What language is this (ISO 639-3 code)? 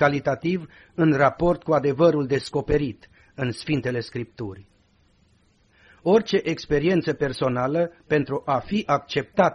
ron